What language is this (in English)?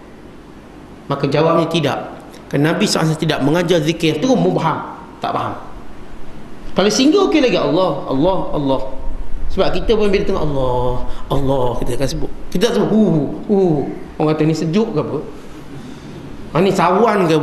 Malay